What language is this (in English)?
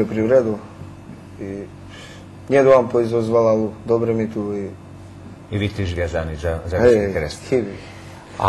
Rusyn